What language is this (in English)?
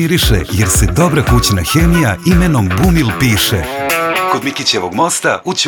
Serbian